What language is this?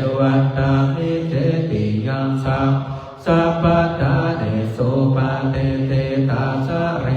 Pali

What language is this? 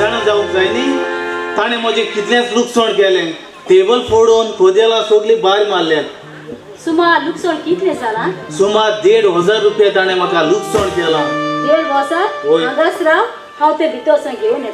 Konkani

